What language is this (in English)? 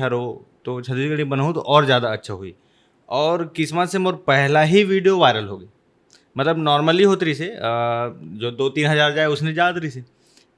Chhattisgarhi